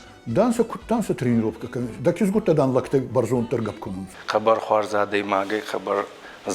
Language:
Ossetic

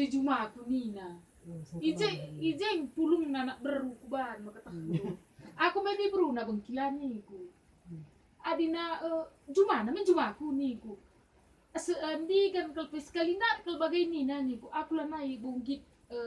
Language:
Batak Karo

